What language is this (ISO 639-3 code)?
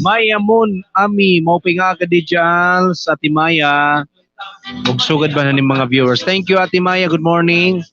war